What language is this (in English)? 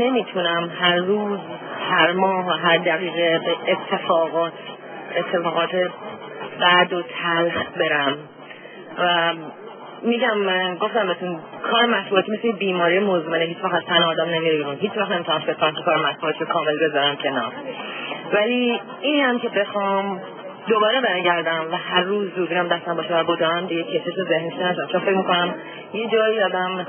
Persian